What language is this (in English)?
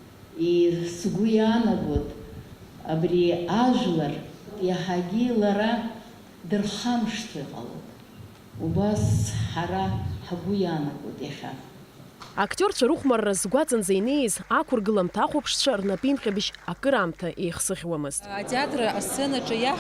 Abkhazian